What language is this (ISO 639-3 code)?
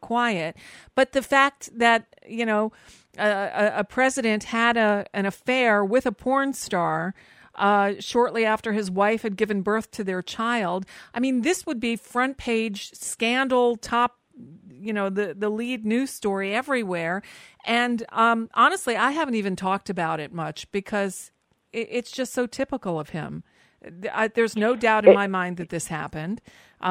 eng